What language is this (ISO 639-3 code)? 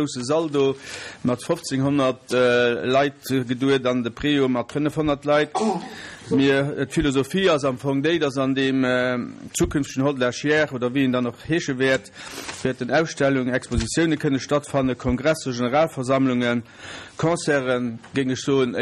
ltz